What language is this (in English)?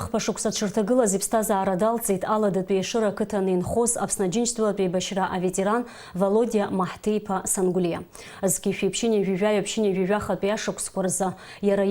Abkhazian